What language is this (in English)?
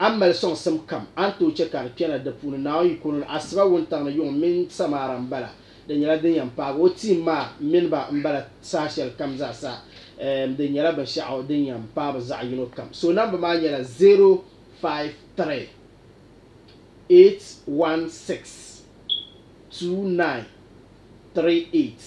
Dagbani